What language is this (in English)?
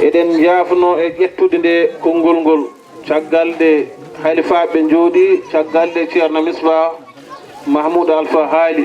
Fula